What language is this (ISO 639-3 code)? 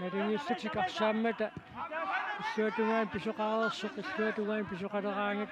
kal